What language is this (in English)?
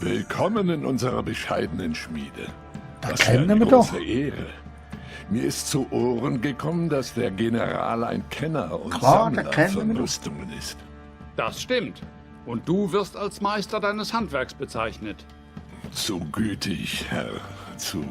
Swiss German